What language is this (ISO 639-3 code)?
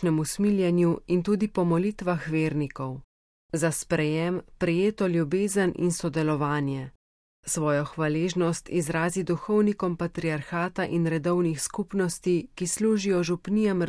slv